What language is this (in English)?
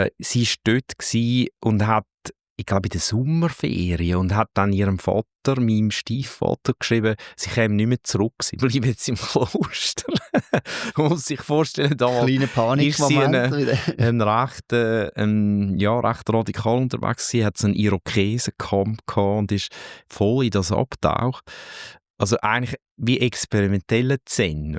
Swiss German